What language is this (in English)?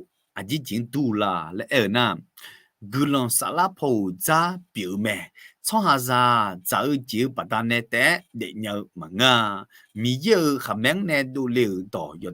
Akha